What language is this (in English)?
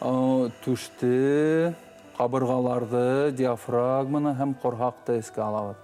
Bashkir